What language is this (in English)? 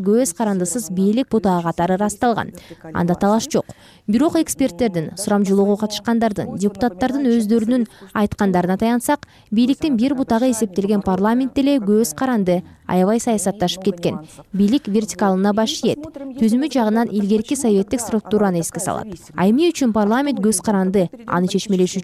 Kyrgyz